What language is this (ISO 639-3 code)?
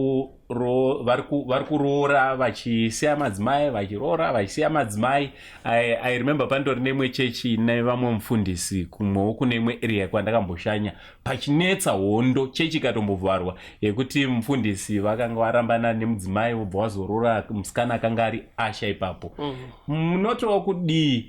sna